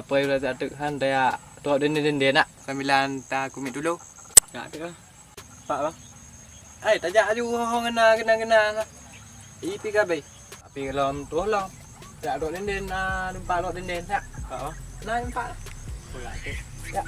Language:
Achinese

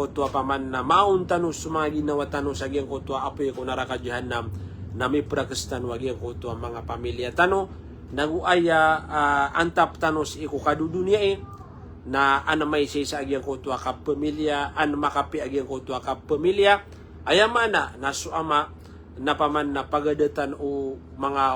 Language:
Maranao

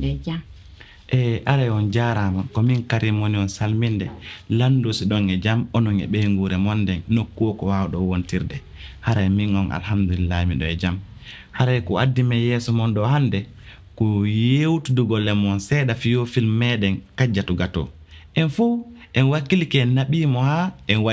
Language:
Fula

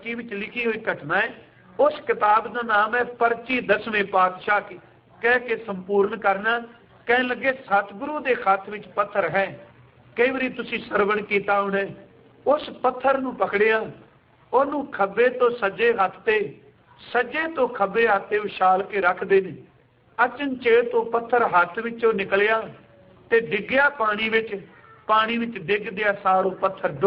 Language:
Punjabi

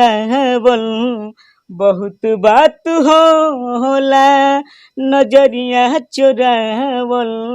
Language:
Bhojpuri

